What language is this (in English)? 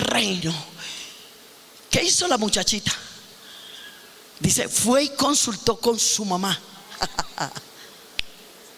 Spanish